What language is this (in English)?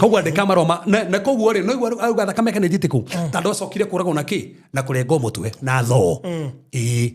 Kikuyu